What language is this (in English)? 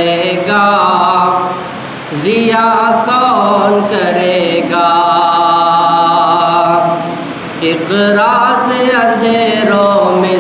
Urdu